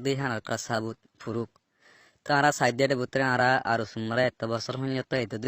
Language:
Rohingya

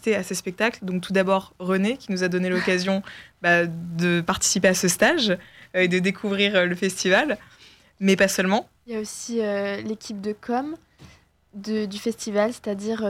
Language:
French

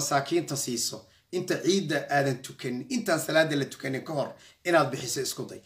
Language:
Somali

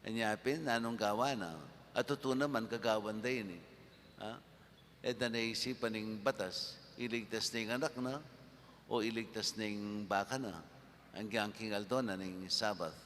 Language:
Pampanga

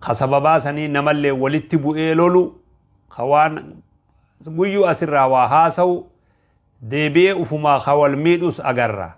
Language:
Oromo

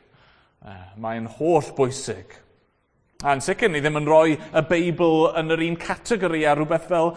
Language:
Welsh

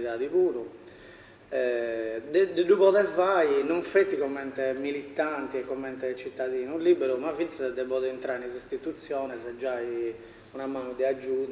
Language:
Sardinian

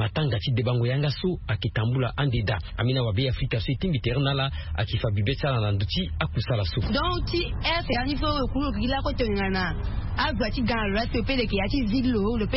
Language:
Sango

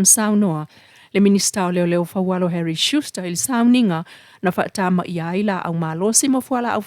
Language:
Samoan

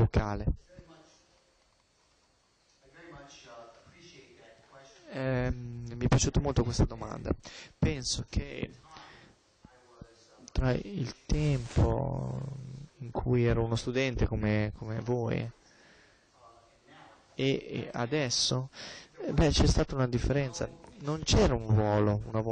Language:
Italian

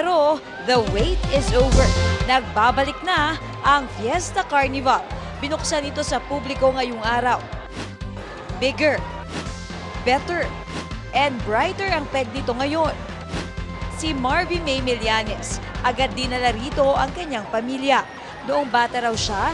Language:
Filipino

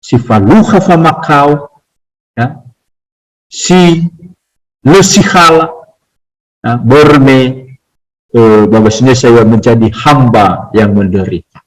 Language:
Nias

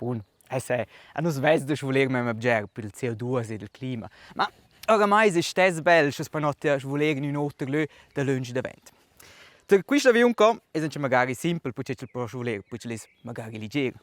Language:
Romansh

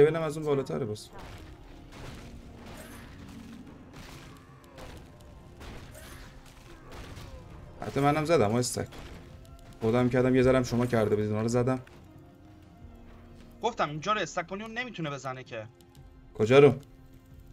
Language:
Persian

